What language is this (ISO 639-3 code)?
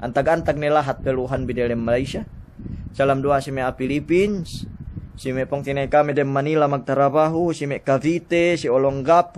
yka